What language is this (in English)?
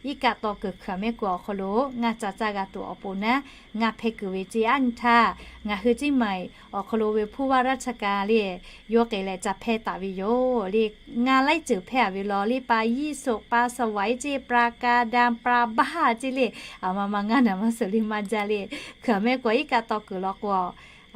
Lahu